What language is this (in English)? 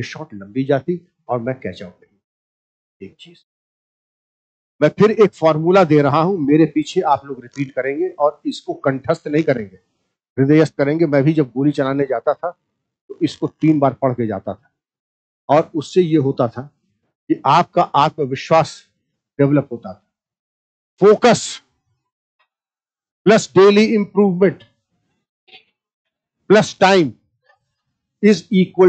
Hindi